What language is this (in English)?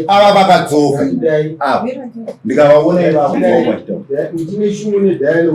Shona